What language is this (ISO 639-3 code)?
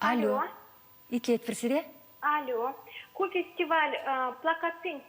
chv